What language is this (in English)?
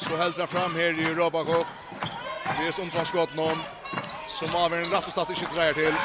Faroese